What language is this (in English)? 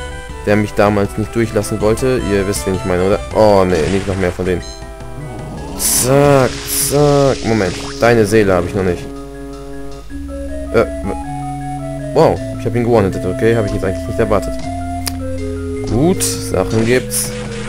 German